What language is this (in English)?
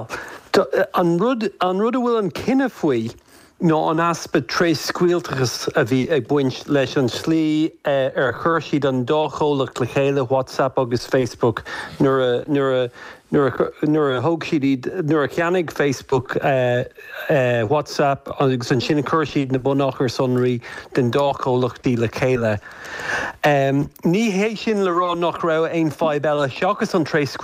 Irish